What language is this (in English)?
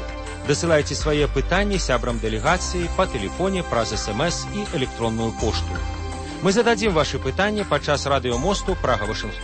Belarusian